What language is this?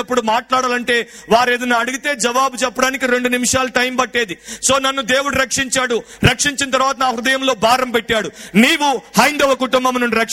Telugu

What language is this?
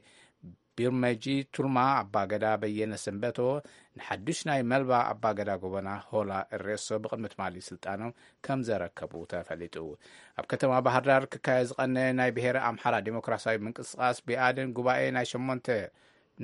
Tigrinya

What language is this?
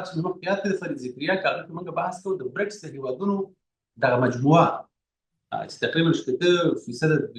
Pashto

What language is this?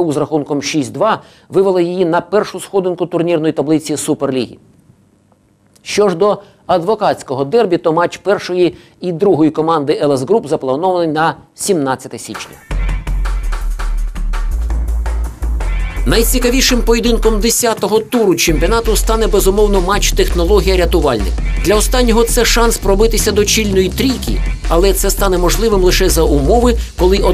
Ukrainian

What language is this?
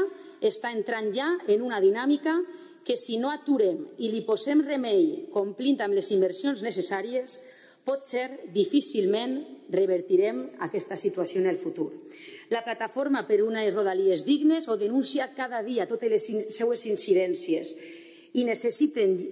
Catalan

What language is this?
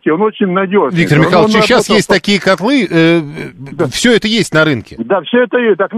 Russian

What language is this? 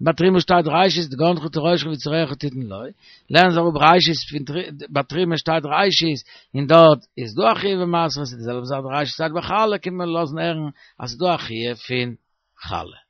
Yiddish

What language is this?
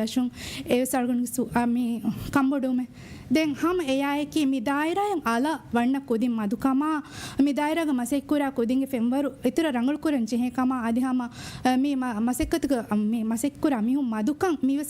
Divehi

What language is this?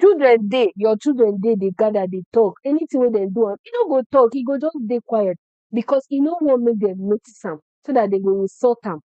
Nigerian Pidgin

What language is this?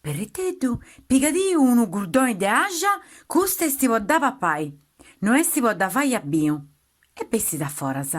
Sardinian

